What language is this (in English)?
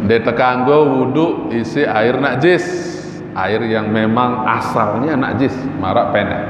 Sasak